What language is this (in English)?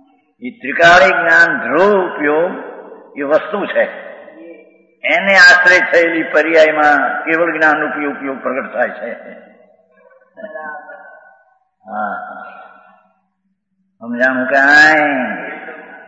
Gujarati